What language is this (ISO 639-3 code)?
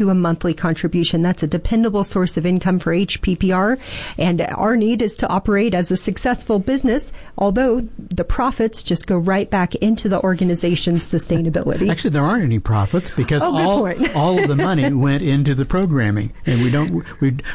eng